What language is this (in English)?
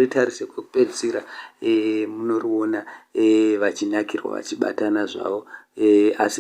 Shona